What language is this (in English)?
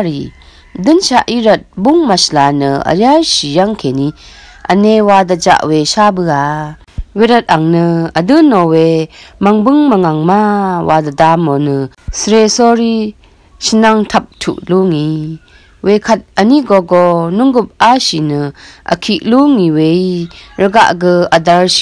Rawang